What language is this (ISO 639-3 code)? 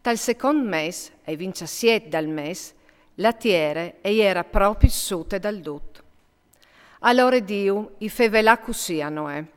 fur